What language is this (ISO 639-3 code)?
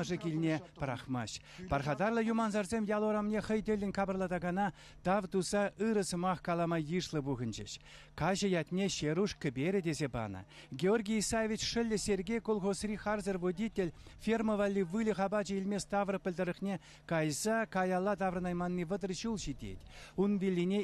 chv